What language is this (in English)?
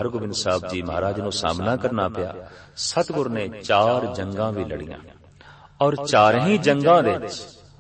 Punjabi